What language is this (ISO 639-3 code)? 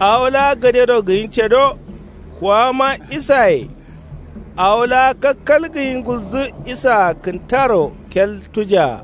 kau